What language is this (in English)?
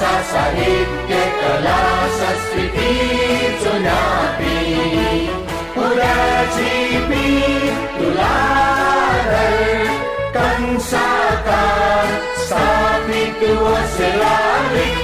Newari